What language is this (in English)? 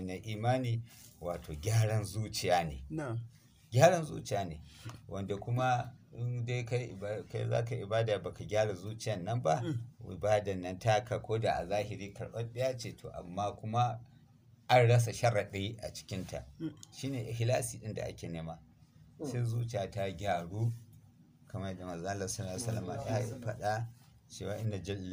Hausa